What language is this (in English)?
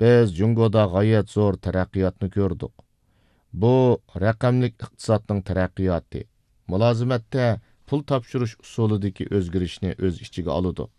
Uyghur